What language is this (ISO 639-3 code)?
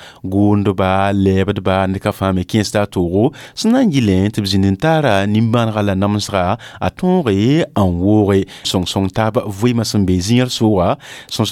mos